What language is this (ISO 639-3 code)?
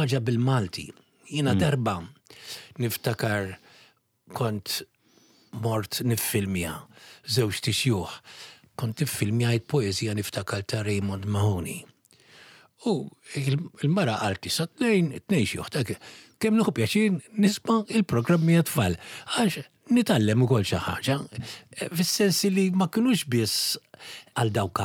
mlt